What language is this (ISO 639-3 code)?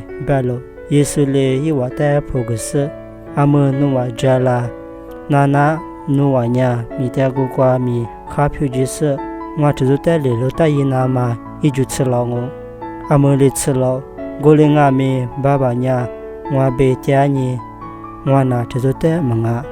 lis